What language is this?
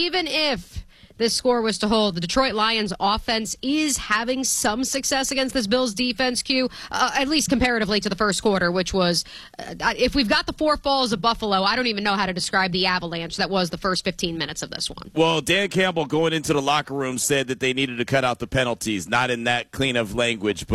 English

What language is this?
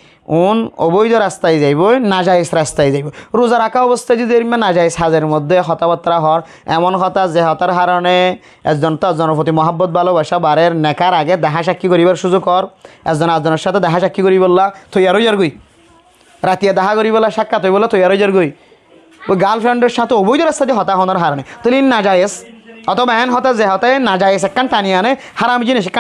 Rohingya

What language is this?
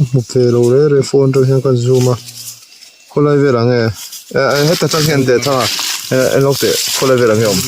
Mizo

